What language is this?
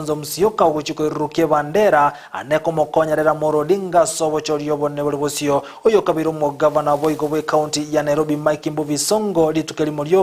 Gusii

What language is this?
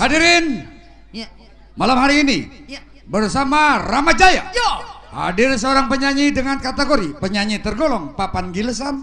Betawi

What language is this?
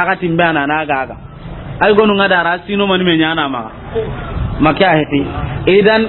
Soninke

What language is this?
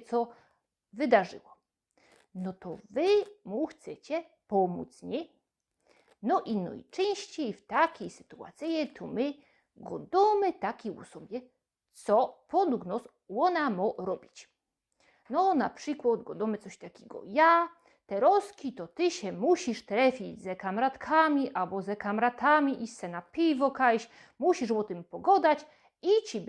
Silesian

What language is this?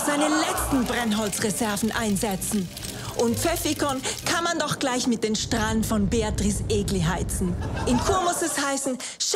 Swiss German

